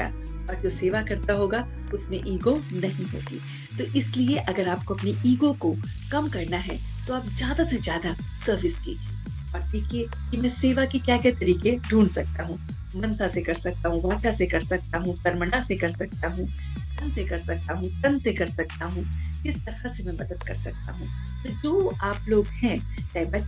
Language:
Hindi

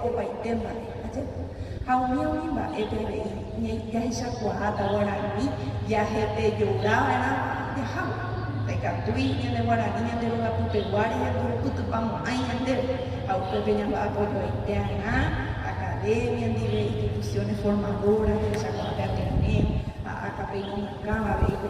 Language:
Guarani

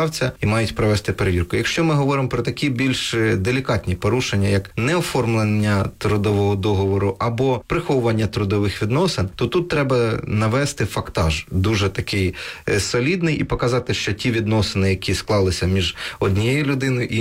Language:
Ukrainian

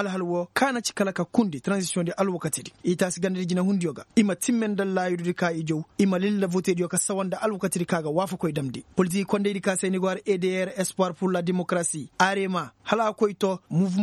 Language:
Koyraboro Senni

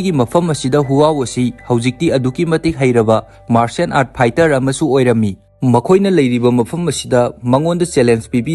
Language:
Manipuri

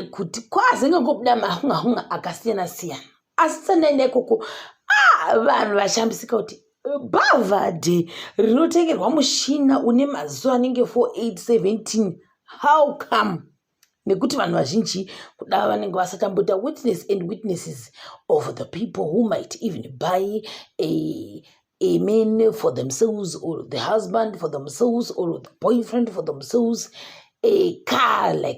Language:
Shona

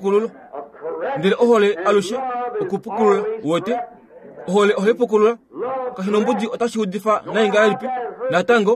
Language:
Kuanyama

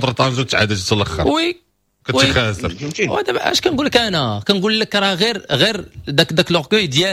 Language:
Moroccan Arabic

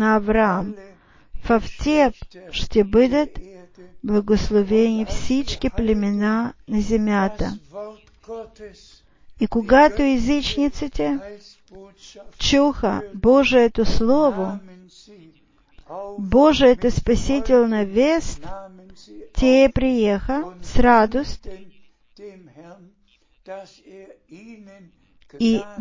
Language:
Bulgarian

